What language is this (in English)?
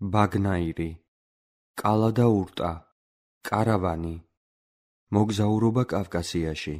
Georgian